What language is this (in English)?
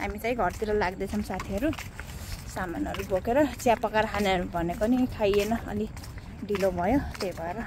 Nepali